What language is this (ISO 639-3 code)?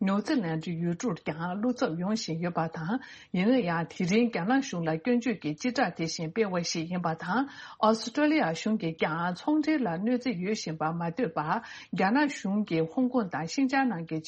bod